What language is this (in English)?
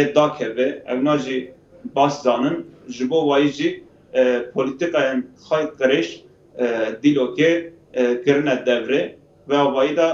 Kurdish